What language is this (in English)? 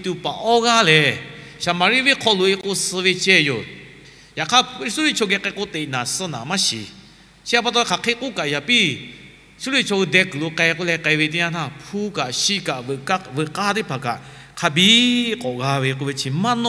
Lahu